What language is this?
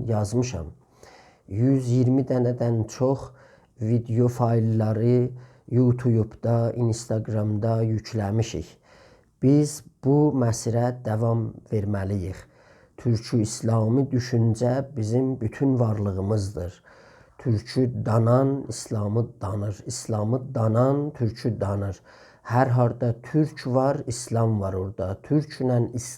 South Azerbaijani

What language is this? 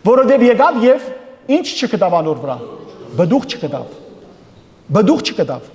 Western Armenian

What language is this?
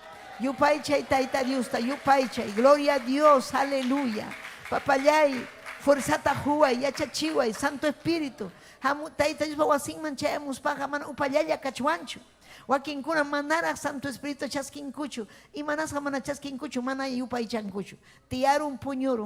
Ayacucho Quechua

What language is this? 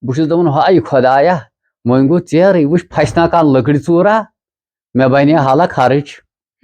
Kashmiri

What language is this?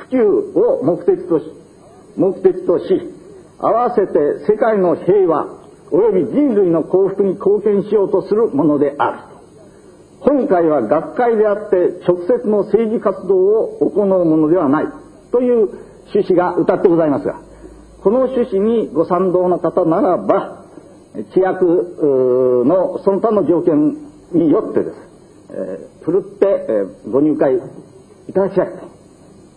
Japanese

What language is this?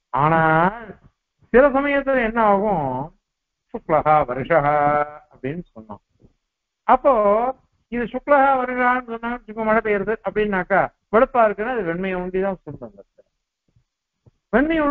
Tamil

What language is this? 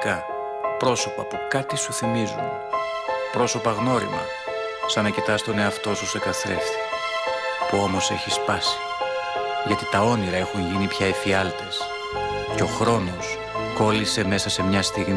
Greek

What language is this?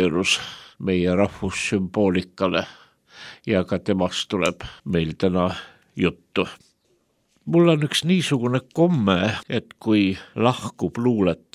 Estonian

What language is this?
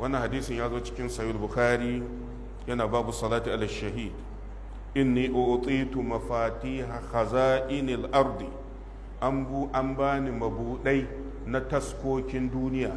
Hausa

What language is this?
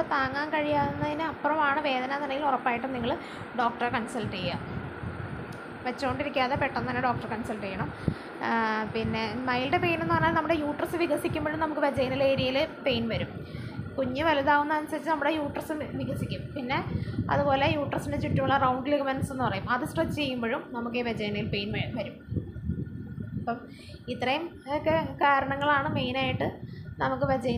Malayalam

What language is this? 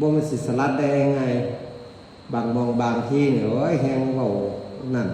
Northeastern Thai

